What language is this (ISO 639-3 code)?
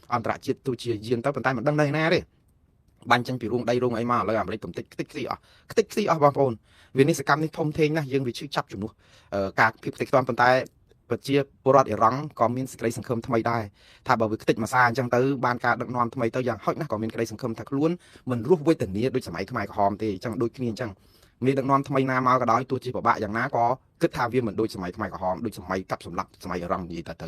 khm